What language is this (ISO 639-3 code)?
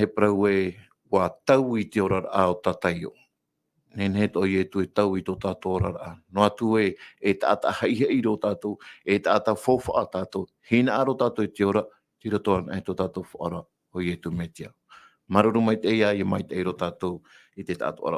tah